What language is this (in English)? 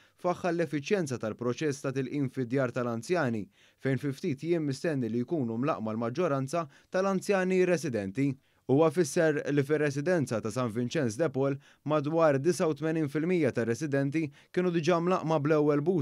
Maltese